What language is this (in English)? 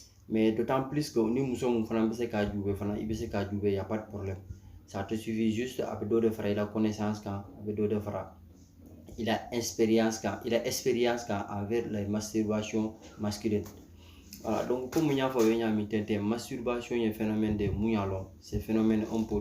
Bambara